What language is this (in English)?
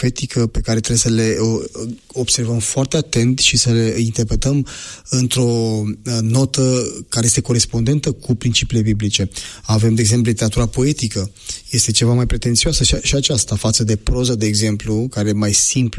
Romanian